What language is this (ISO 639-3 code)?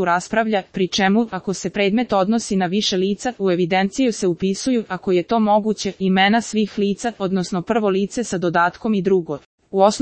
srp